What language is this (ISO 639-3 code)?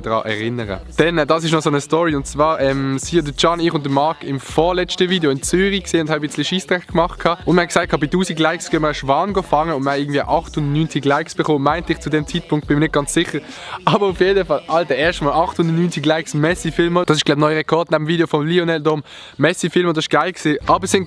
gsw